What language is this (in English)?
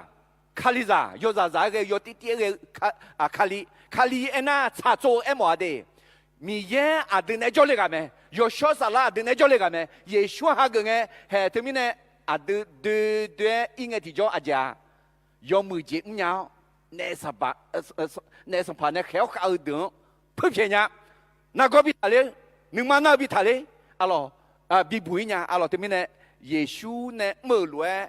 Akha